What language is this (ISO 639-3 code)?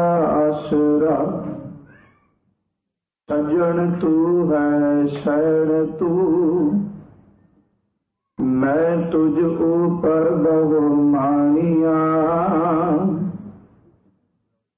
pan